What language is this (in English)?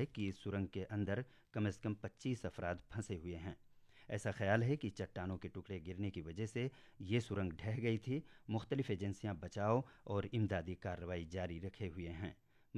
Urdu